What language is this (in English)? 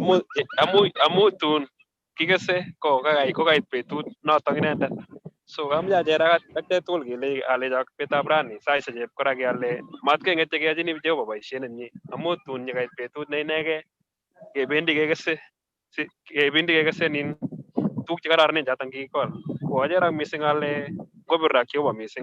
Kalenjin